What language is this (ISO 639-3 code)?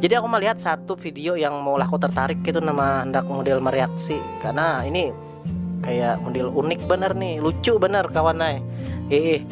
bjn